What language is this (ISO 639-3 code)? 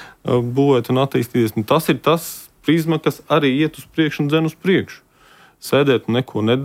lav